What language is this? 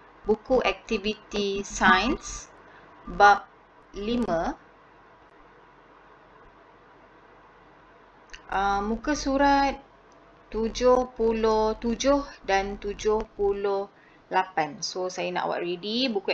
Malay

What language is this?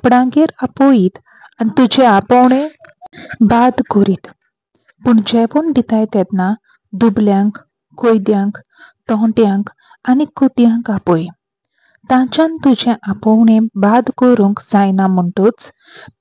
Konkani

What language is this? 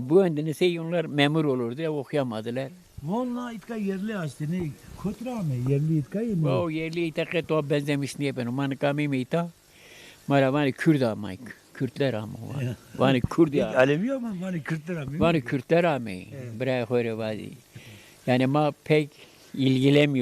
Zaza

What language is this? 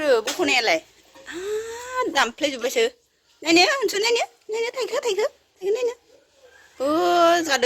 Bodo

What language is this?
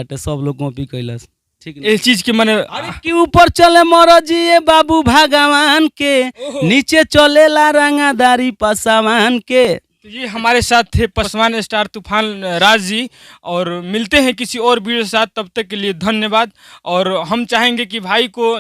Bhojpuri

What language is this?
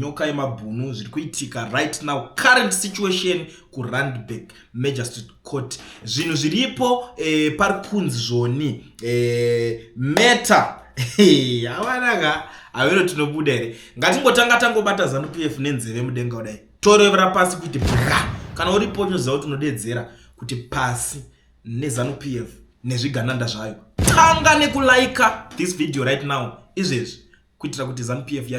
Shona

